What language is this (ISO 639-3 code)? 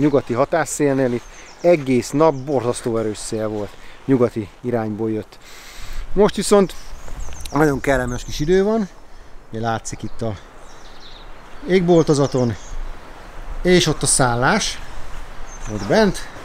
hun